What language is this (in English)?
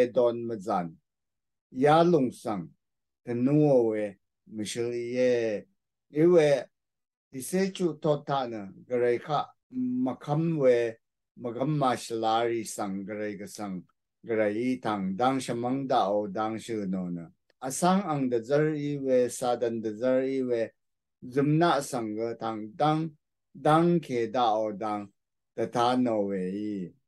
Rawang